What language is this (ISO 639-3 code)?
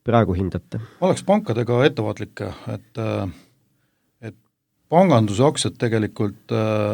est